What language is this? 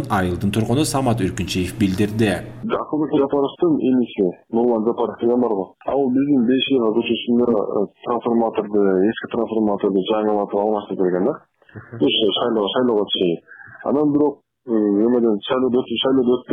Kyrgyz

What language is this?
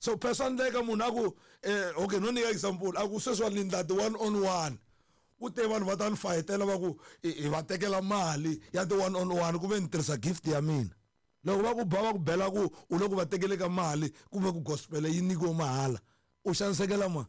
Tsonga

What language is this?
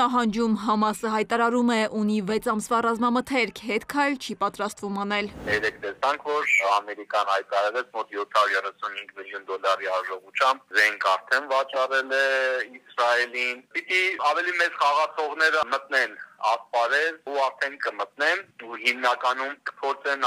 Armenian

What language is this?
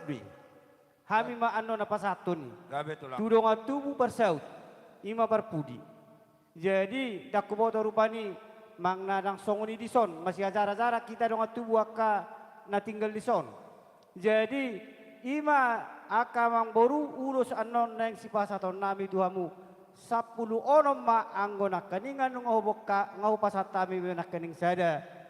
Batak Toba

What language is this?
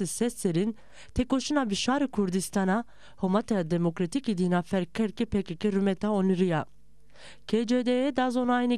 Zaza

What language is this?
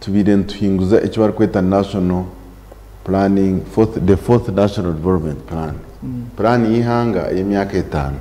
Nyankole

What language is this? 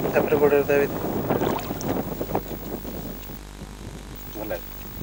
Odia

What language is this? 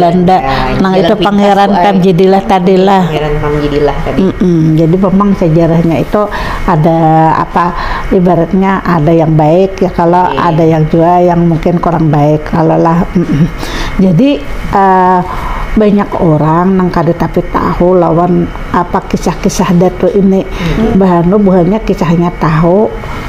Banjar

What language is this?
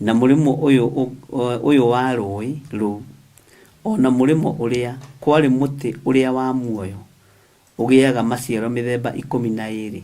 Kikuyu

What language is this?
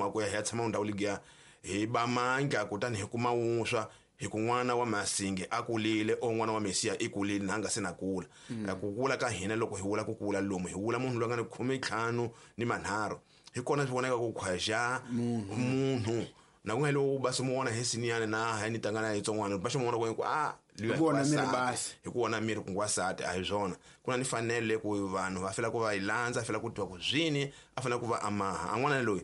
Tsonga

